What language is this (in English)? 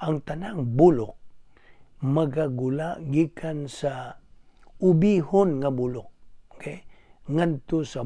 Cebuano